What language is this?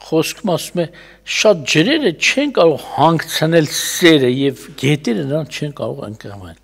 Armenian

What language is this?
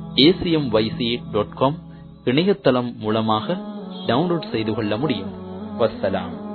Tamil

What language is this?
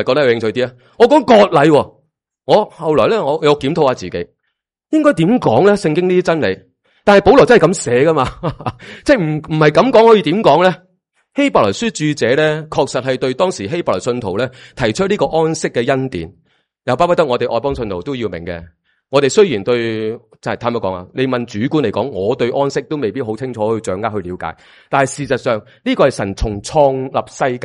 Cantonese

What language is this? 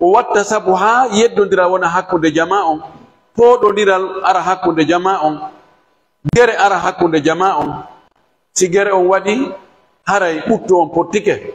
Pular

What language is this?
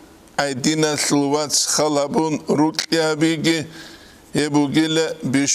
Avaric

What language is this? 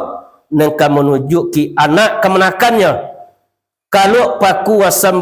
Minangkabau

